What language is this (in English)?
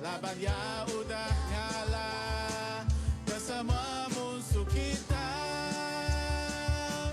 Iban